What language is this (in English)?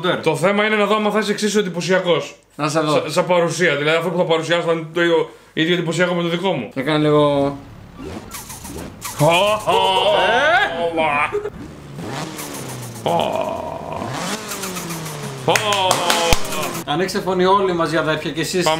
Greek